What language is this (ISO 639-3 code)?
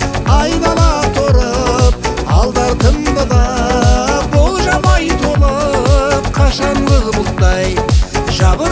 kaz